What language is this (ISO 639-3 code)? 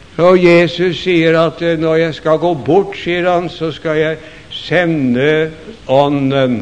nor